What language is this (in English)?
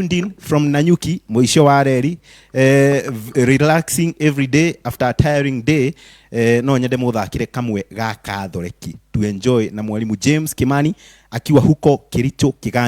Kikuyu